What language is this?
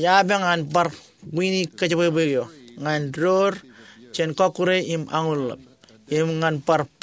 Marshallese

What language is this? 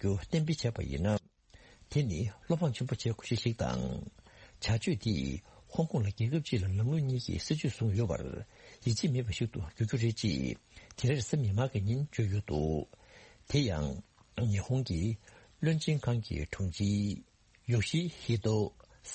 Tibetan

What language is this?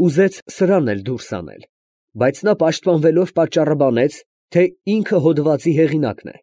Armenian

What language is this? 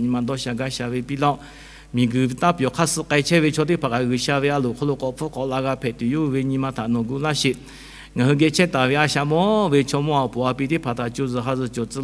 Lahu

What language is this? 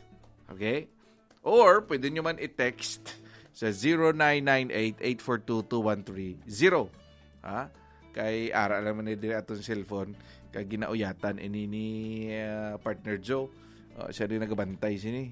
Hiligaynon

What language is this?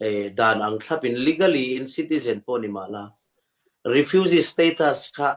Hakha Chin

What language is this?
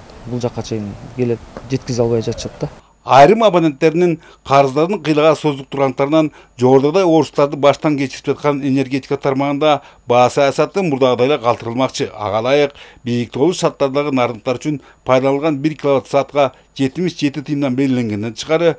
Kyrgyz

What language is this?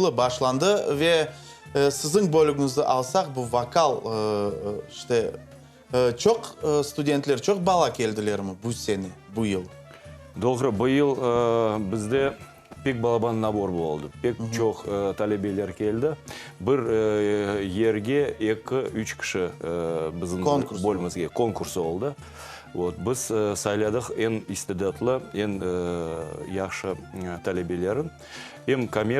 Crimean Tatar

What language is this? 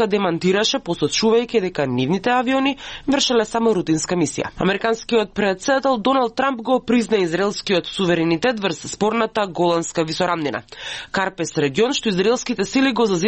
Macedonian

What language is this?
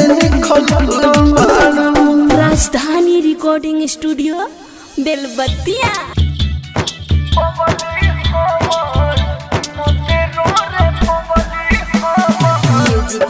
Bhojpuri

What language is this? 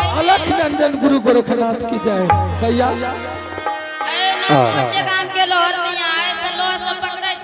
Angika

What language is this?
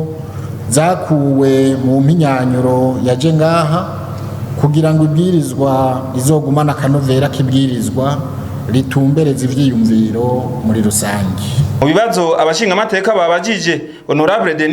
Rundi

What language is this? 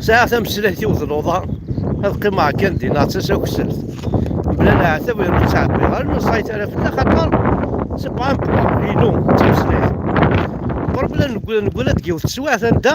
Kabyle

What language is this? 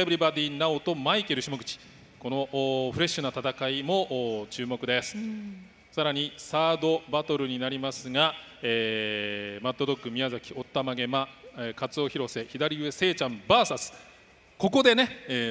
Japanese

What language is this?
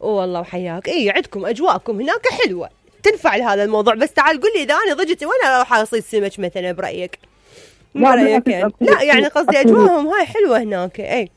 Mesopotamian Arabic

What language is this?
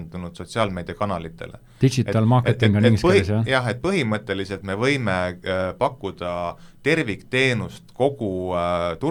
Estonian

